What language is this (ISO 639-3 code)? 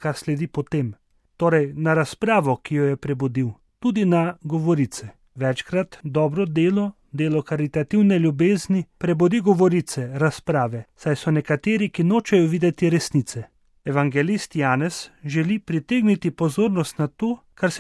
slv